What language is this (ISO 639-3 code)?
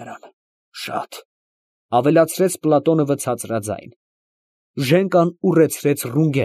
hye